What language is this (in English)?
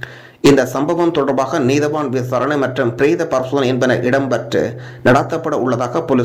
Tamil